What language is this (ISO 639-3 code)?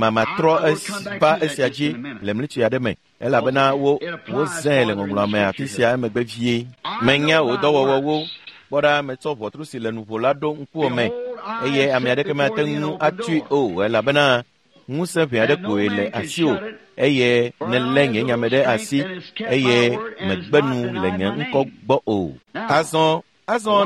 ewe